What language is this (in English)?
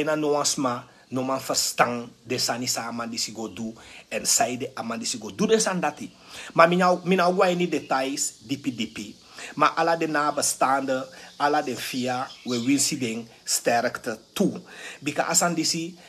Sranan Tongo